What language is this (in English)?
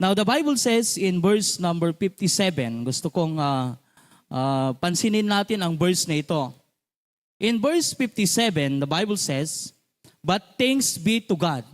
Iloko